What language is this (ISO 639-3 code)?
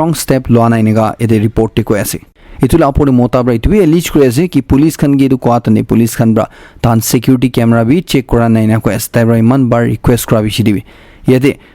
nag